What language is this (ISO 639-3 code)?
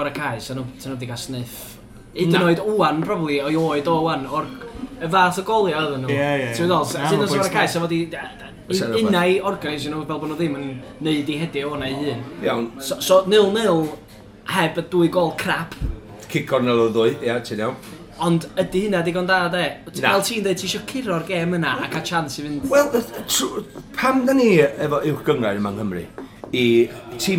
cym